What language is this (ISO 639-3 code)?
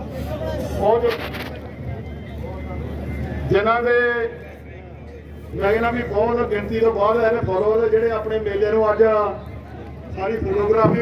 pan